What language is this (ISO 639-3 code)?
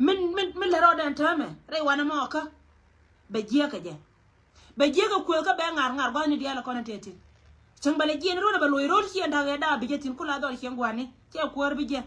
nus